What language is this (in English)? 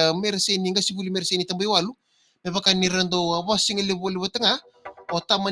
Fijian